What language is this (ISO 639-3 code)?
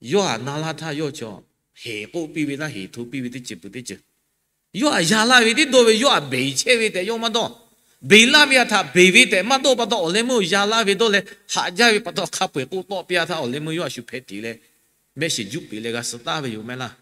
lhu